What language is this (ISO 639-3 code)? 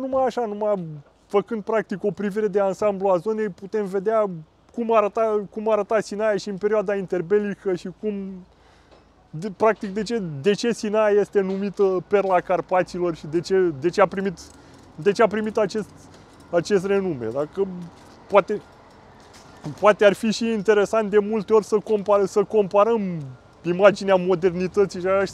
ron